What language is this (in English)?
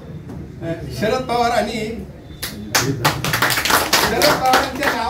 Marathi